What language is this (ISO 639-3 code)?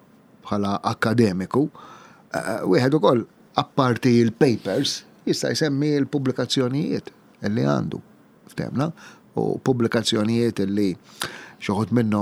mlt